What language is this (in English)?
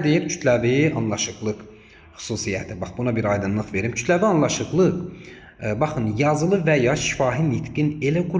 Azerbaijani